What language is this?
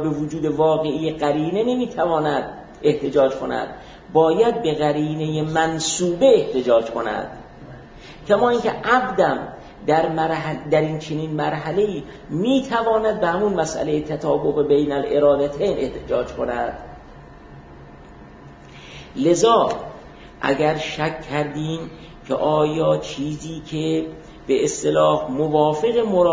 Persian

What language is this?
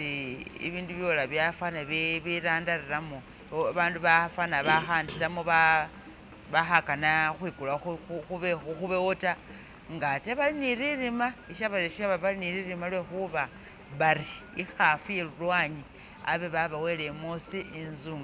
Masaaba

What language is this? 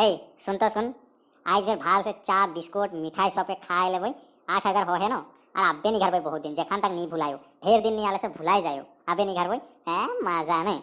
Sadri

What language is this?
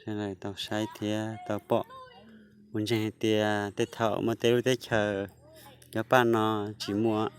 Hmong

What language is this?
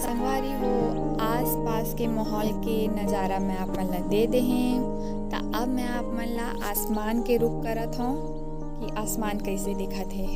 Chhattisgarhi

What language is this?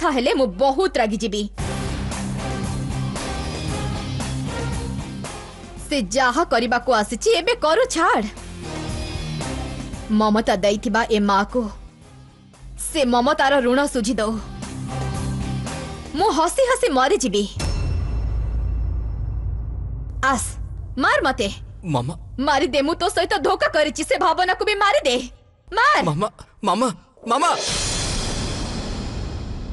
Odia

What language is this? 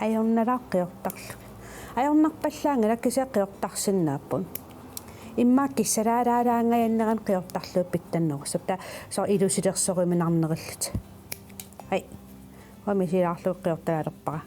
Kalaallisut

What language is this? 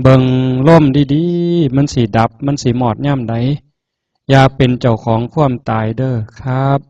Northeastern Thai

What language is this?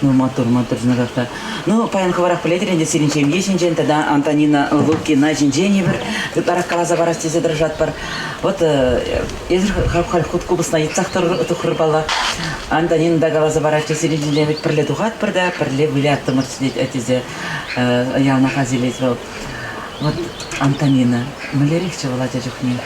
Chuvash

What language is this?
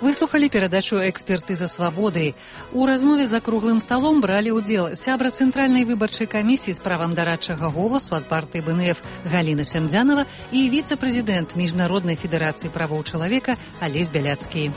Belarusian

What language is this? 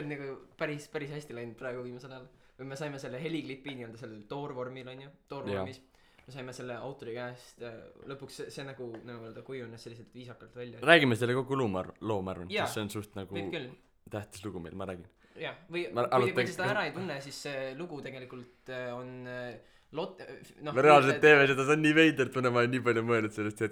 Estonian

